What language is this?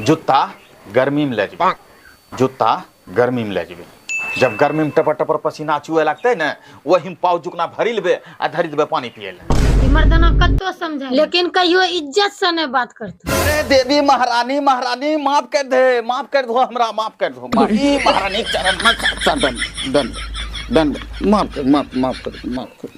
Angika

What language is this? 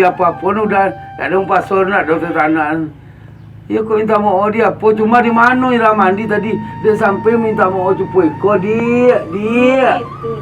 Minangkabau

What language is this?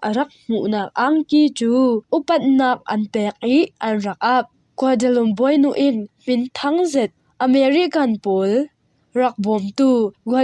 Falam Chin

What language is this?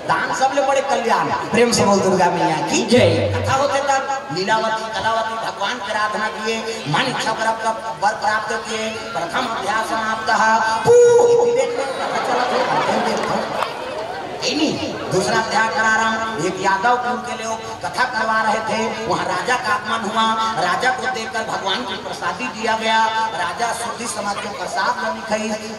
Chhattisgarhi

